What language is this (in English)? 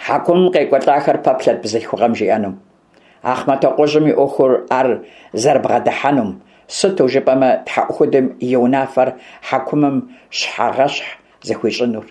Kabardian